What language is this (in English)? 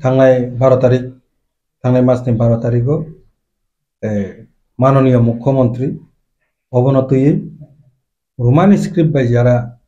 Kok Borok